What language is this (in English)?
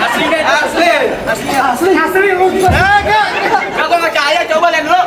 Betawi